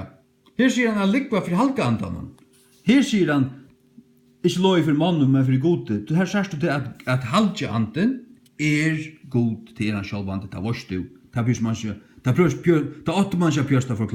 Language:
Faroese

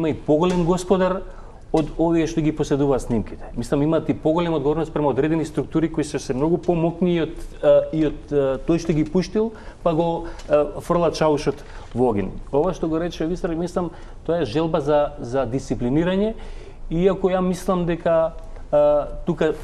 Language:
Macedonian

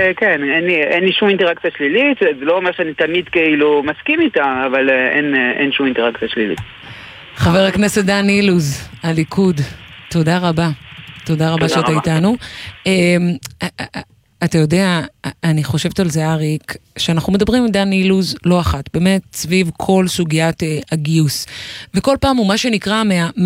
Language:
Hebrew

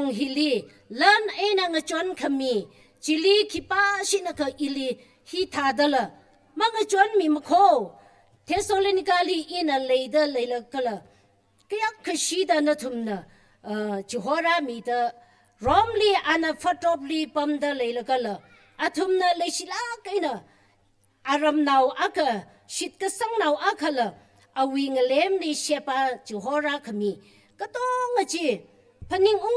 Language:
Tangkhul Naga (India)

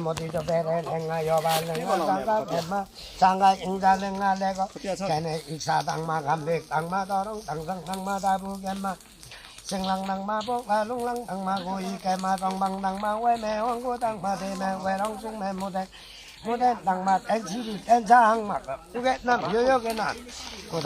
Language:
Limbu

